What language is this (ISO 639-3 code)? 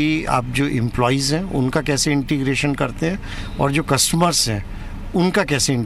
hin